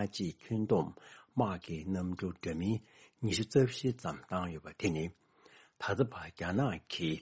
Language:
Tibetan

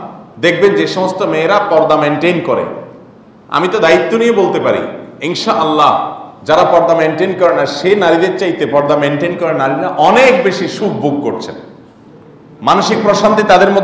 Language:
Bangla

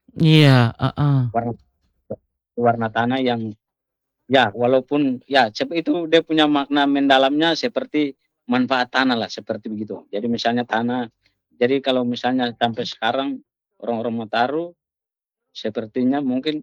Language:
Indonesian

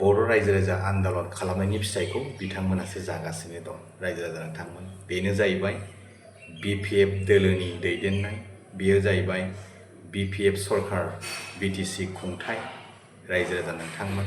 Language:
Bodo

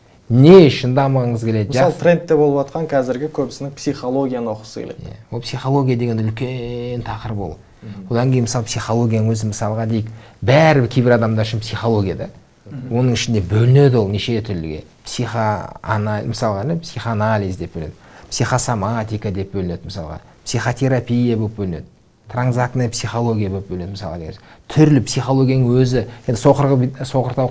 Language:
Kazakh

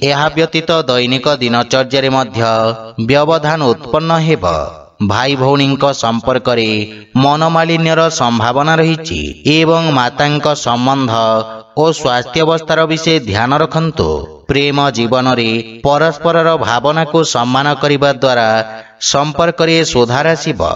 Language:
Odia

